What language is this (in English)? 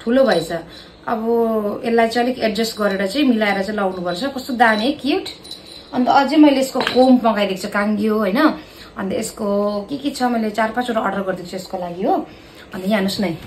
Nepali